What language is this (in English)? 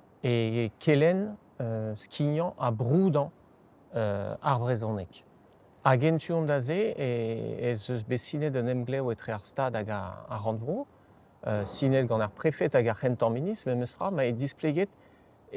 Breton